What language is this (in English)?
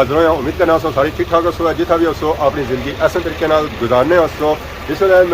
Pahari-Potwari